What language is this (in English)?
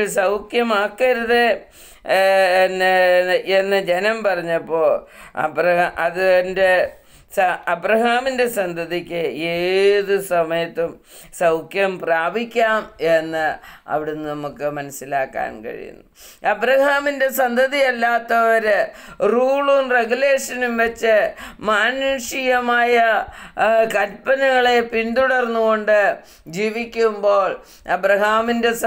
Malayalam